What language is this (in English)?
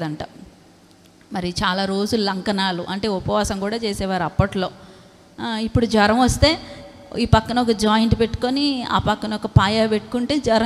Telugu